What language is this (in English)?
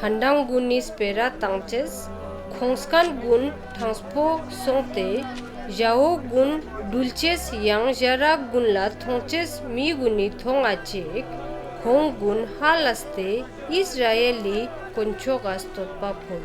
Ladakhi